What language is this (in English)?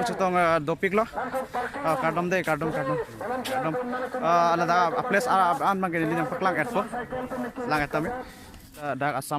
Karbi